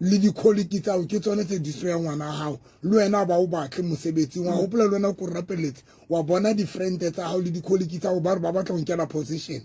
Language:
Southern Sotho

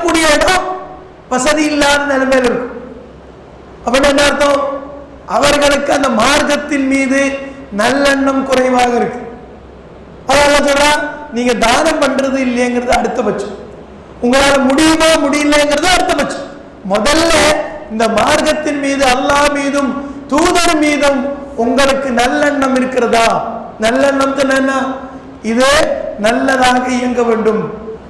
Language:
Tamil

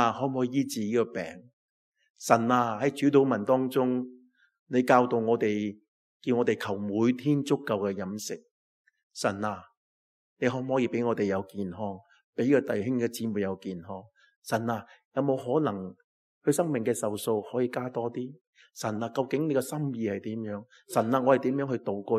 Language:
Cantonese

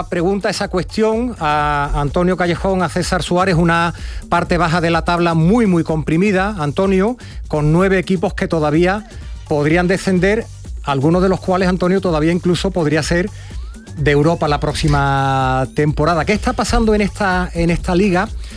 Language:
Spanish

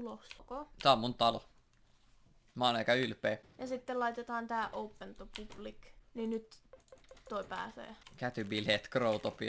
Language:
Finnish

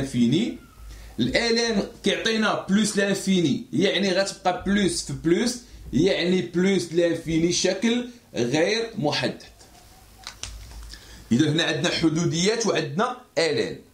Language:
Moroccan Arabic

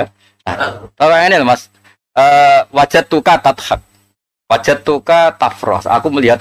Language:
Javanese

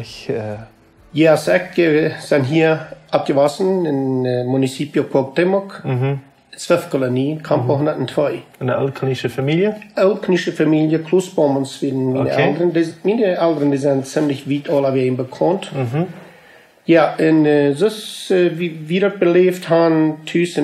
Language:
Plautdietsch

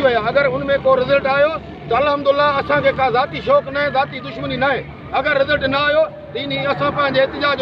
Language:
Sindhi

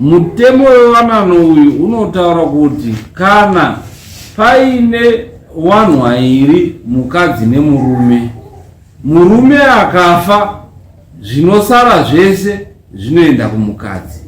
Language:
Shona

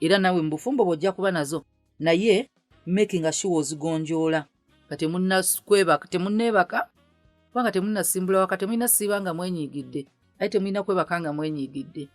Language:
Ganda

